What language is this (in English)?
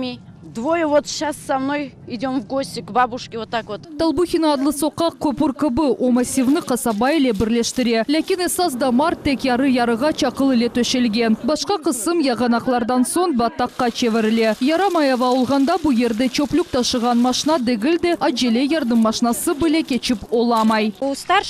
Crimean Tatar